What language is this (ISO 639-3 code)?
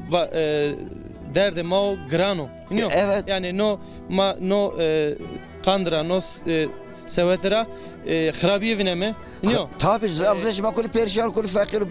zza